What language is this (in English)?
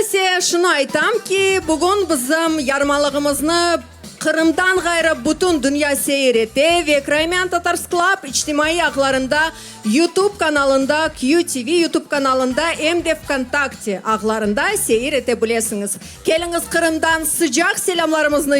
Crimean Tatar